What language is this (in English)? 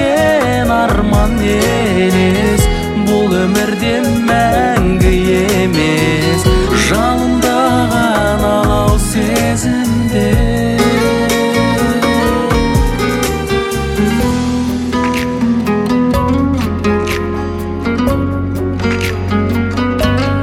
Kazakh